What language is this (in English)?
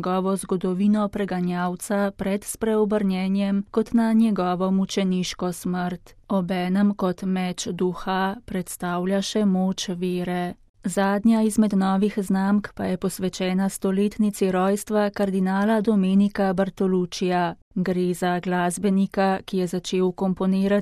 Slovenian